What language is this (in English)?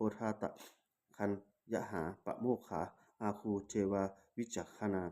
Pali